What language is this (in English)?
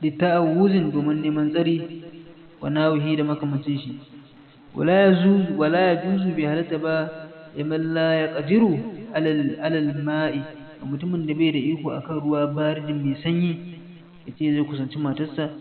Hausa